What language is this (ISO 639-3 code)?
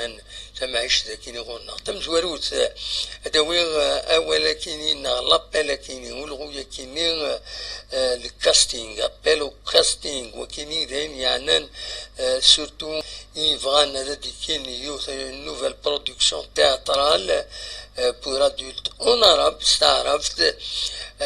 kab